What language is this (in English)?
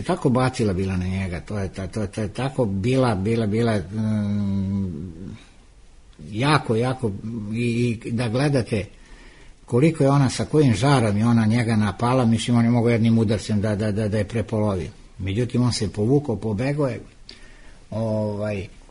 Serbian